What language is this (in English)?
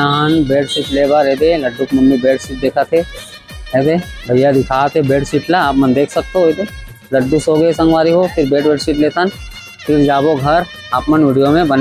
Chhattisgarhi